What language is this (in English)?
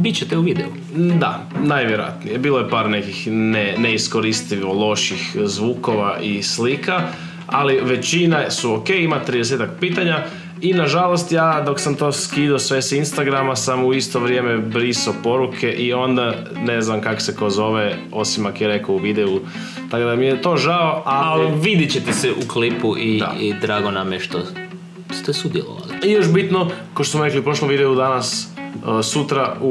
Croatian